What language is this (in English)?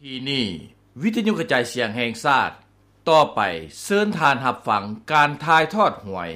Lao